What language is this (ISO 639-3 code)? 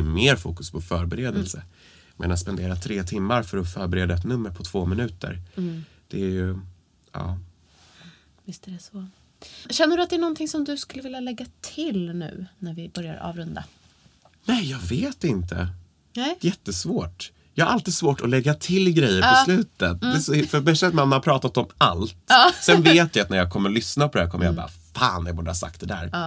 swe